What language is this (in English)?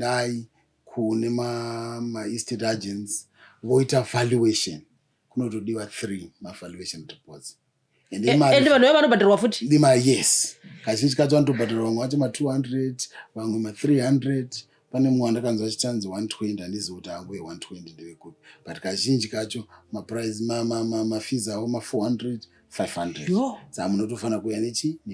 Shona